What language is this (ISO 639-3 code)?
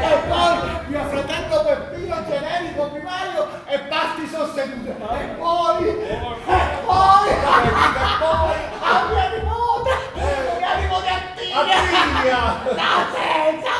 nap